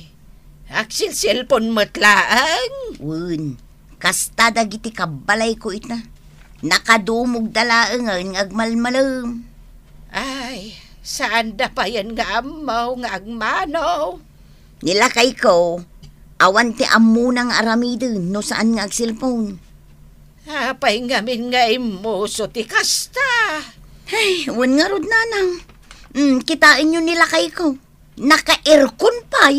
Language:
Iloko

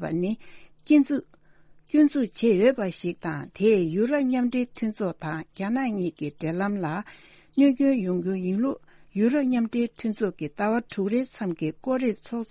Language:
Tibetan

